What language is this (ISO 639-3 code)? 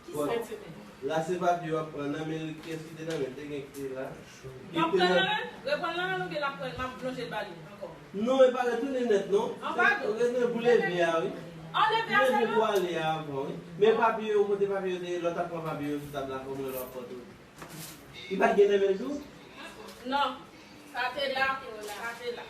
hat